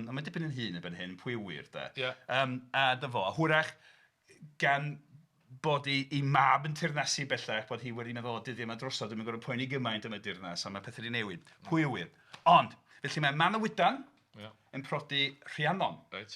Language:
Welsh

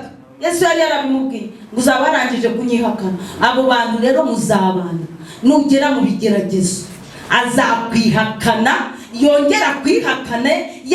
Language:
Kinyarwanda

